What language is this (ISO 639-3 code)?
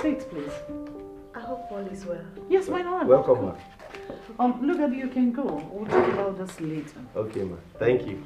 pcm